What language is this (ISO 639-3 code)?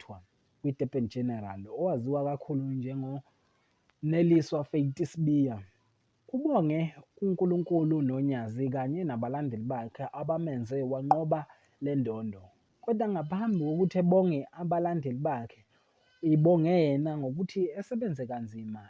zul